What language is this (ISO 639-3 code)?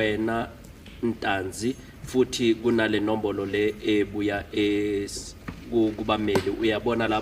zul